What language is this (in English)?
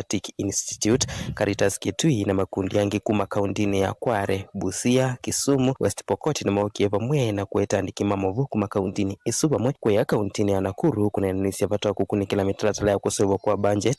Kamba